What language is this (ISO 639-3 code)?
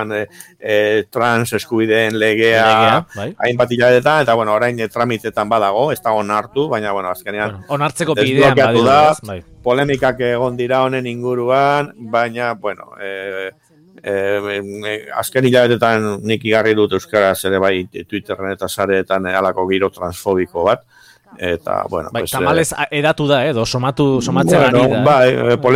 eus